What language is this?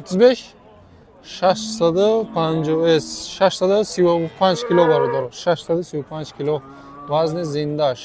Tajik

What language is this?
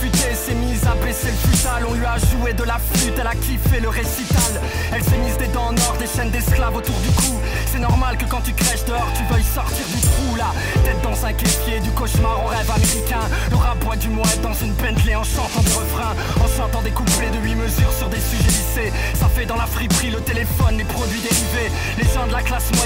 French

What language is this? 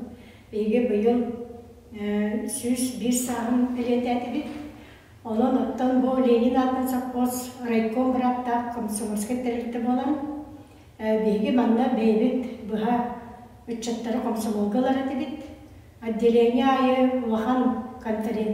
Yakut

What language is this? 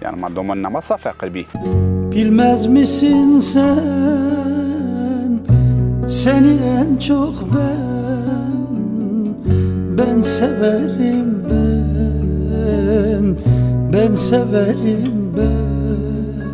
Zaza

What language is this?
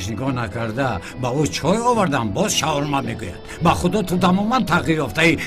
Tajik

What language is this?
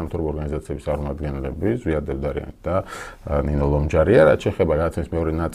Georgian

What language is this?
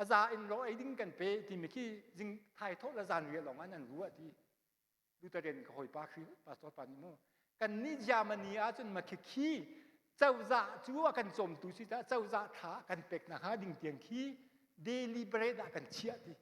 Hakha Chin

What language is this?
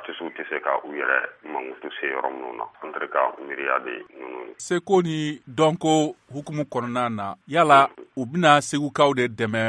Bambara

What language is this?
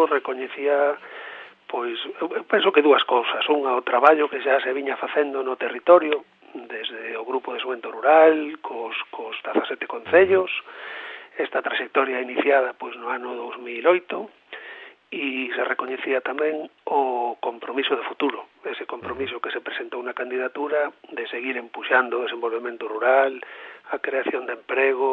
Galician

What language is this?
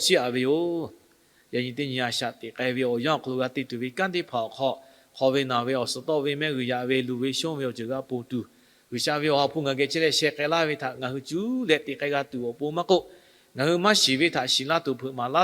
Lahu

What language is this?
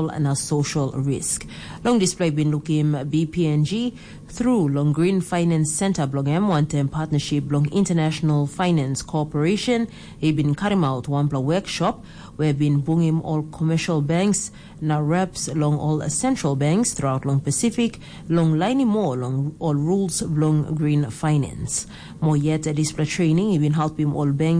Tok Pisin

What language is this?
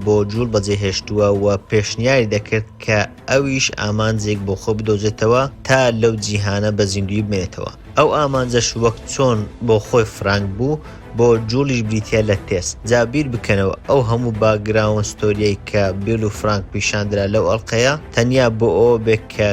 Central Kurdish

